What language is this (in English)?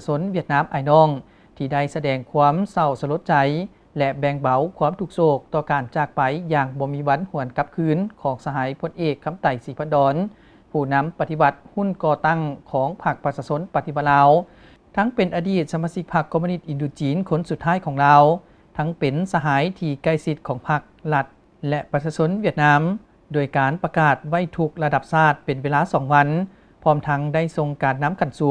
Lao